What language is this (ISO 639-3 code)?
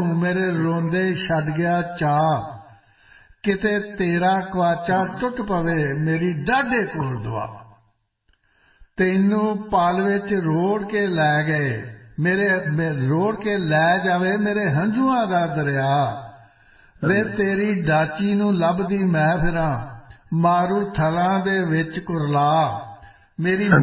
pan